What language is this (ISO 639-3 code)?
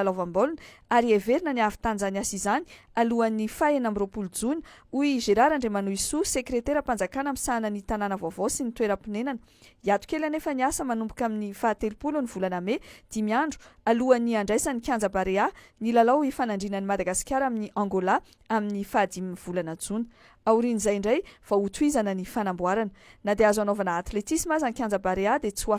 mlg